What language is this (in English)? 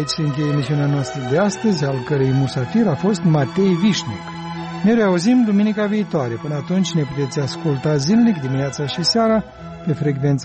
Romanian